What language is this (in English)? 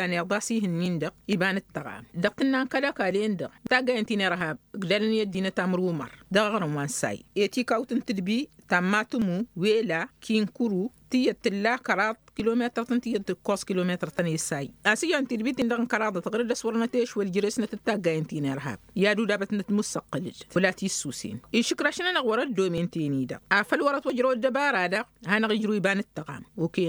Tamasheq